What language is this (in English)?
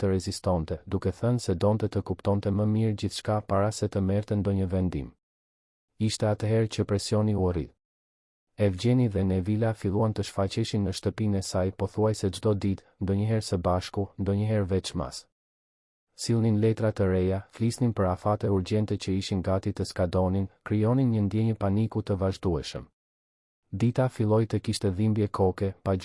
Albanian